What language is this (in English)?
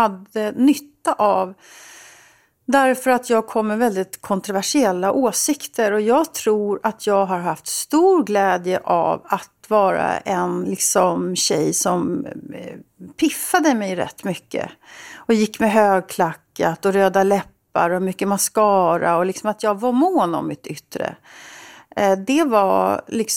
Swedish